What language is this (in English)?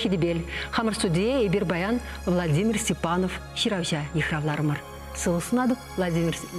Chuvash